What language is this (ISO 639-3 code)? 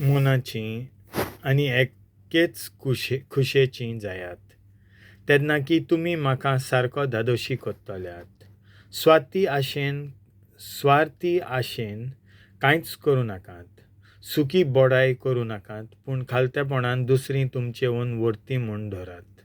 kok